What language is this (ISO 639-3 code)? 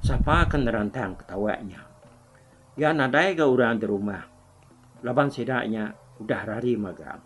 iba